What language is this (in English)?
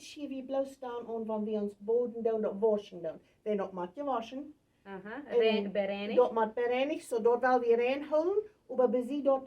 Plautdietsch